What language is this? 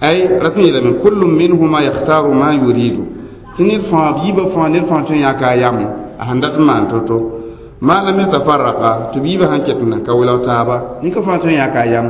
Mossi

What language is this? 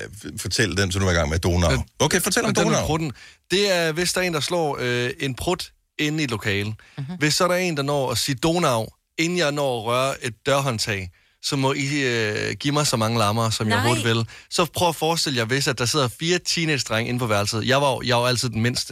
Danish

